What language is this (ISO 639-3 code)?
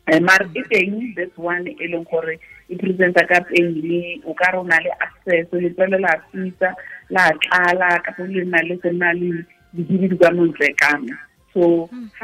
tsn